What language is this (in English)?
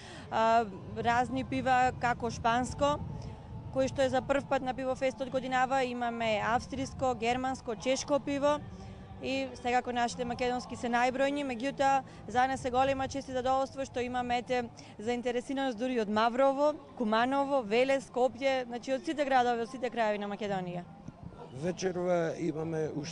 Macedonian